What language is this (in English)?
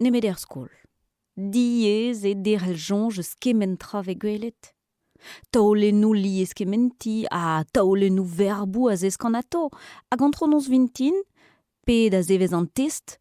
Breton